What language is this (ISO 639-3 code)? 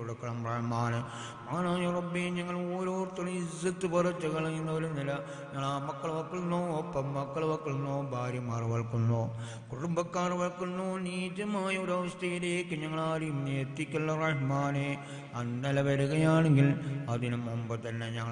mal